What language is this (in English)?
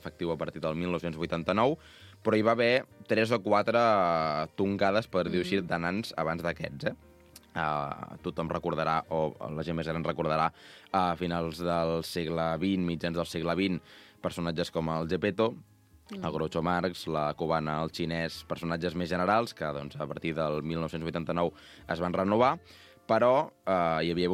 Catalan